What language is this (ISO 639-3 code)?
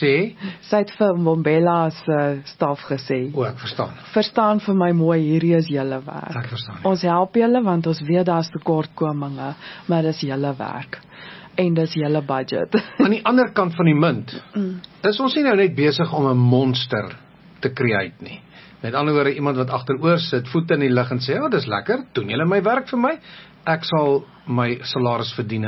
afr